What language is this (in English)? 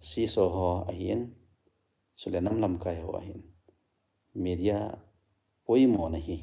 Thado Chin